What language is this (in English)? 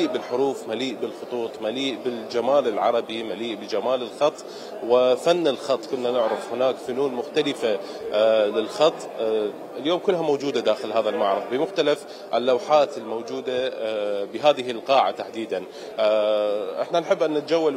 Mesopotamian Arabic